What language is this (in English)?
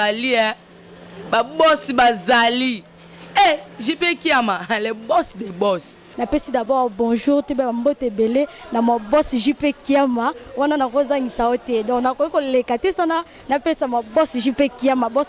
Lingala